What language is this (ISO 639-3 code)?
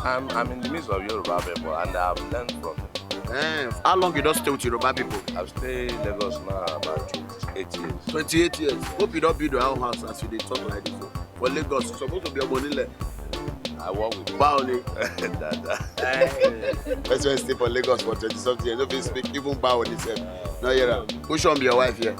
pcm